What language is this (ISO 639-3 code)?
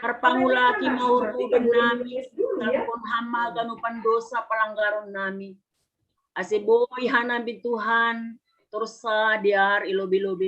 bts